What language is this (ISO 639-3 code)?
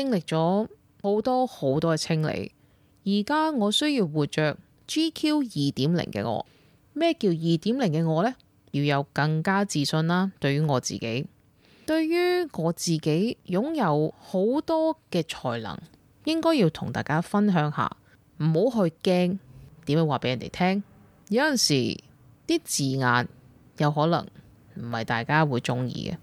yue